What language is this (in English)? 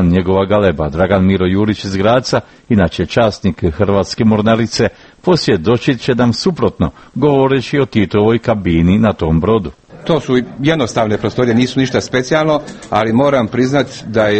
Croatian